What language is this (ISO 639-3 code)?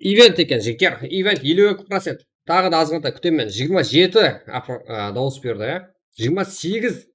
kaa